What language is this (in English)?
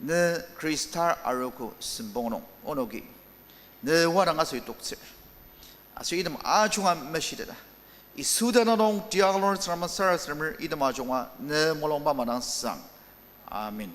Ao Naga